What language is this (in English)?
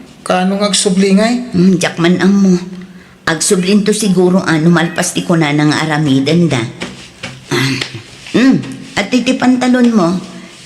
Iloko